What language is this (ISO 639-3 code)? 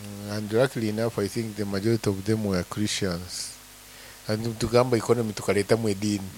nyo